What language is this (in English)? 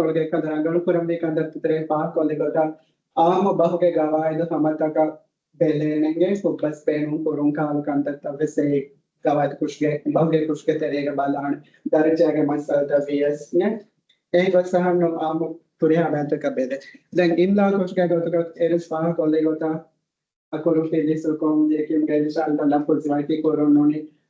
Divehi